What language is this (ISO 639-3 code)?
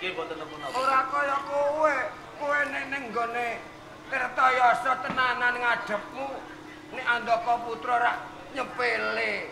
jav